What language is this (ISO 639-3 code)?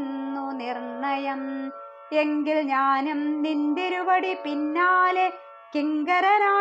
mal